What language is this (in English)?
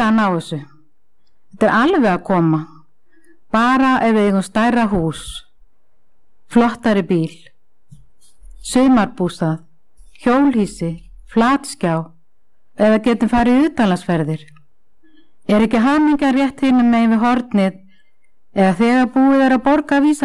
Icelandic